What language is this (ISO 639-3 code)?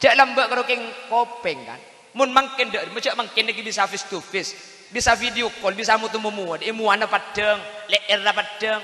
mad